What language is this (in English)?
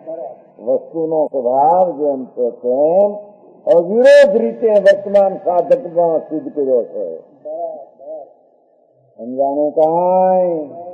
Gujarati